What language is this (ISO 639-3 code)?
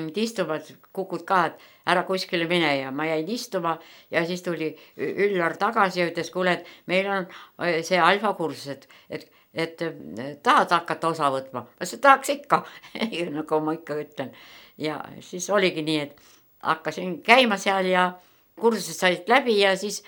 est